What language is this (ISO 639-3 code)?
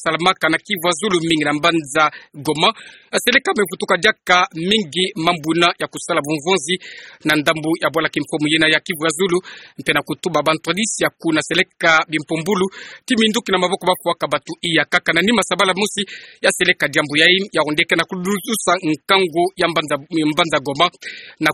ktu